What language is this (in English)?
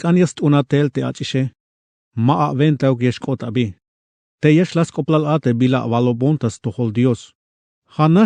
Tzeltal